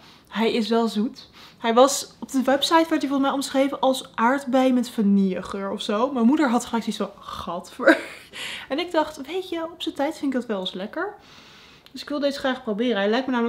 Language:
Dutch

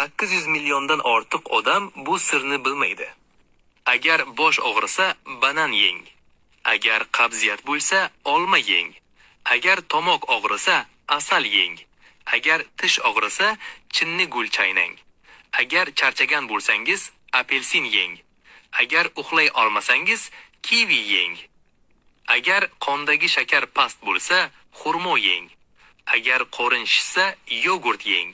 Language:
Uzbek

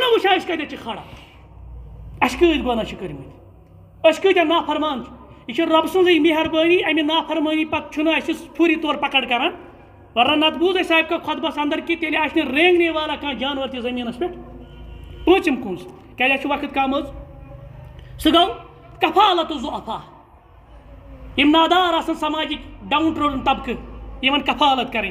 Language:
Kashmiri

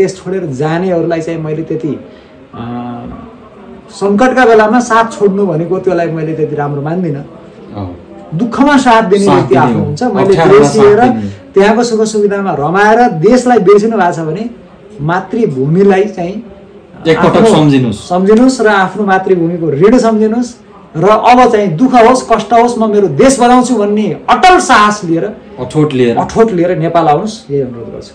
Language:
Nepali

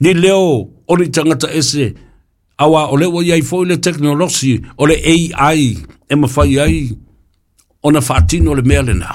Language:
Samoan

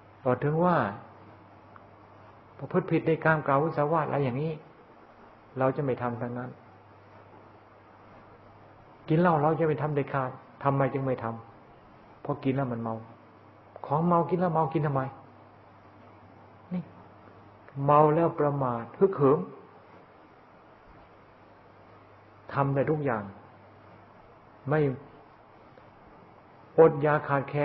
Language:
Thai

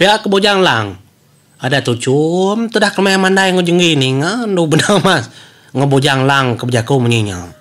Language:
Iban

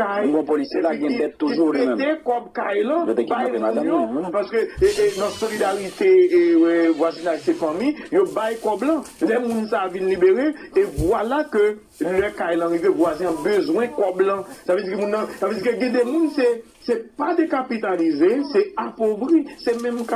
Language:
Haitian Creole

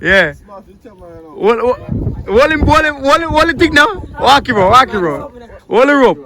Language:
Jamaican Creole English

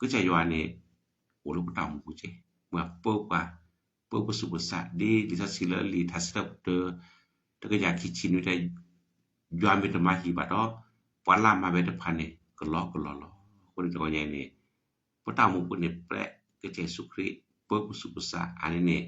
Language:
S'gaw Karen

